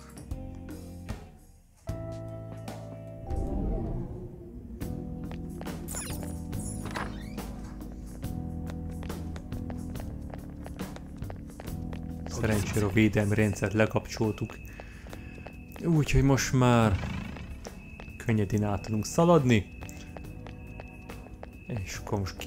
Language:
Hungarian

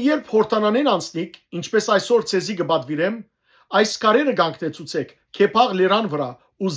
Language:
Western Armenian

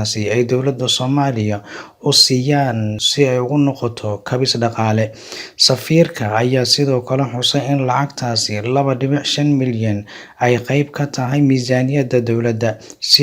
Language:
Somali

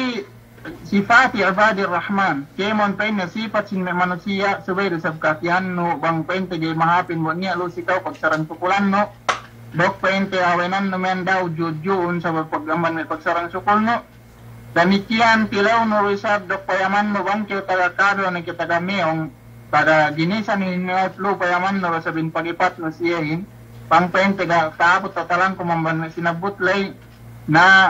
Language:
Yakan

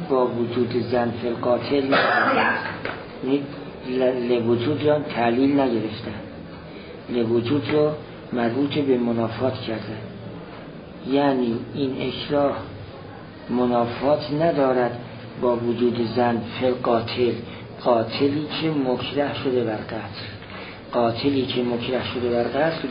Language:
Persian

